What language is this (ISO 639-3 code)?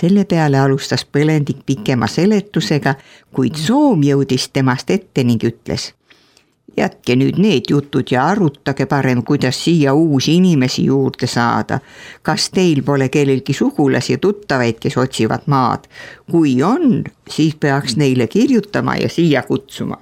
est